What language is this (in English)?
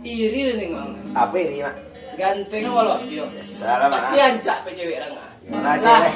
Minangkabau